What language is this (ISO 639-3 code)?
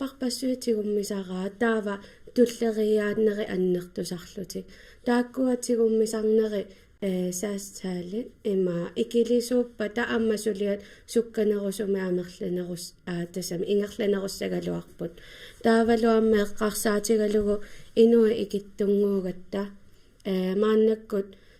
kal